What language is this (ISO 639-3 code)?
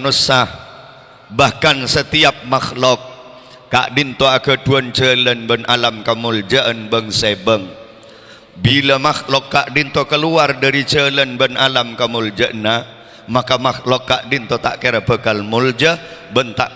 mad